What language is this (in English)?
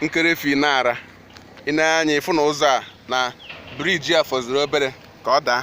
Igbo